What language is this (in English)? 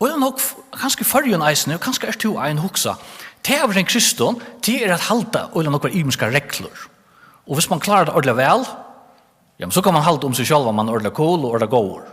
Faroese